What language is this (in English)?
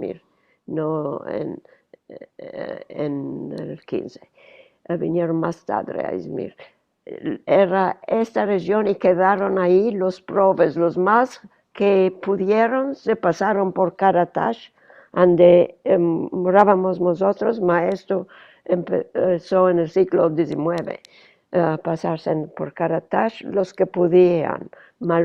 Ladino